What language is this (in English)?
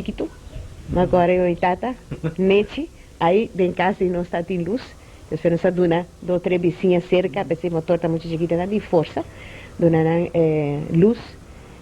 Papiamento